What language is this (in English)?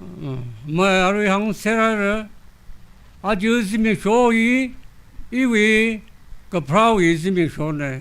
Tangkhul Naga (India)